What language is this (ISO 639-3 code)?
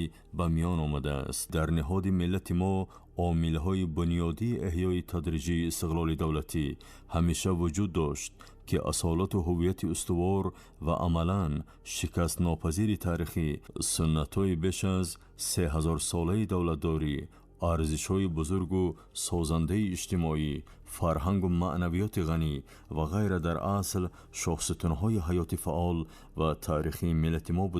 tgk